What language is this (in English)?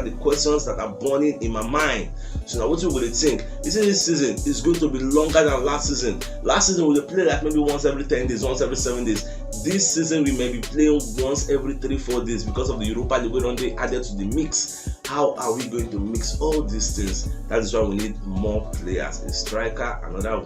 Nigerian Pidgin